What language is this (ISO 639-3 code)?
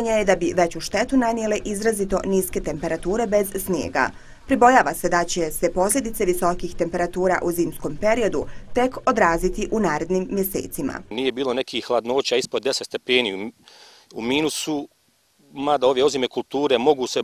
bos